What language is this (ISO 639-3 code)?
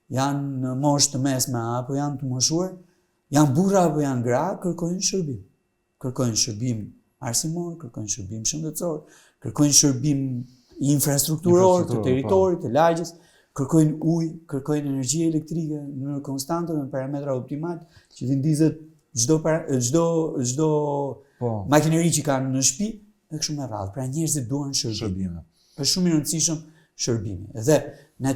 sqi